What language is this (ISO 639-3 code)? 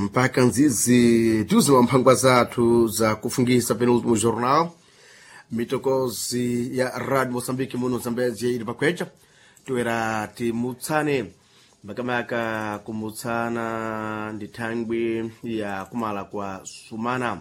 seh